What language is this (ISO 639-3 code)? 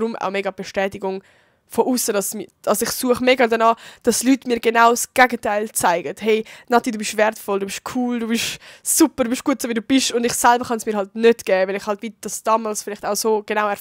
gsw